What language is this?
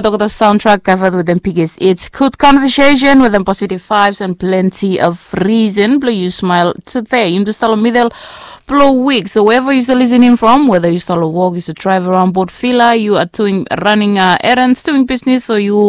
Bislama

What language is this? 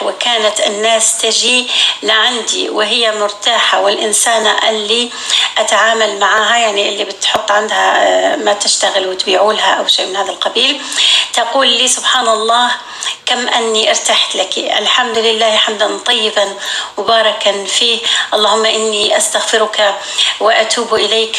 North Levantine Arabic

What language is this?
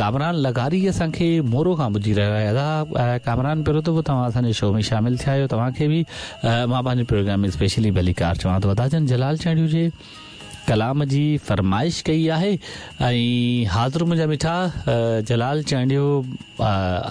Sindhi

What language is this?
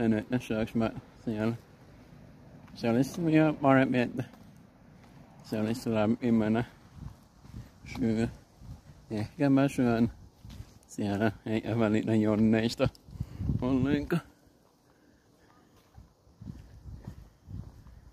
Finnish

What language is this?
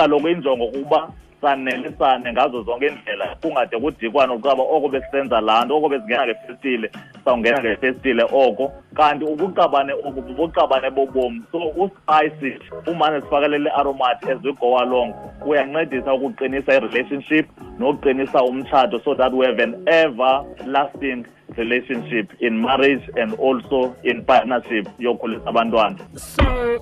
Xhosa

